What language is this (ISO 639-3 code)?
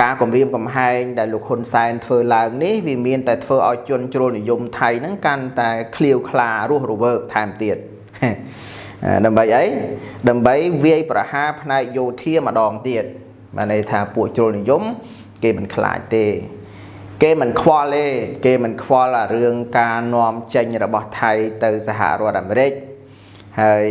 khm